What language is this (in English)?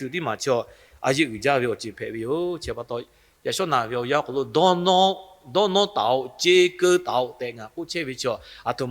Lahu